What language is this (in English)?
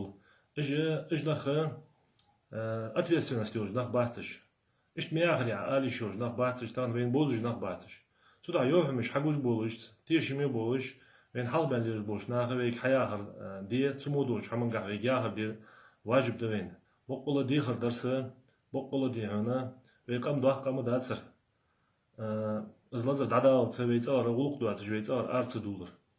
Ingush